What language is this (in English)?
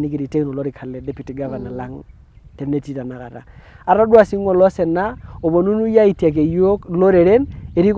Masai